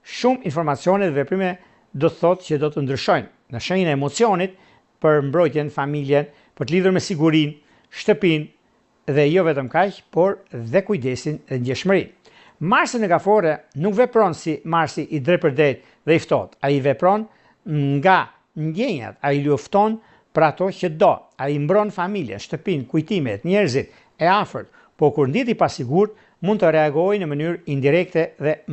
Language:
Albanian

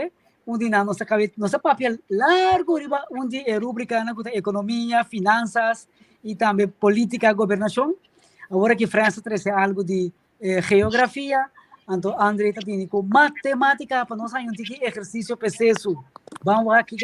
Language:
Papiamento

